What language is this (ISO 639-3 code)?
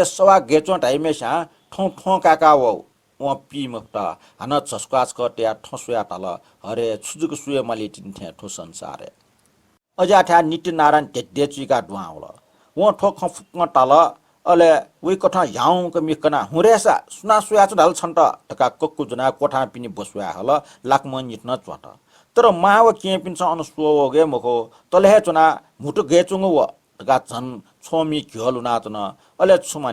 new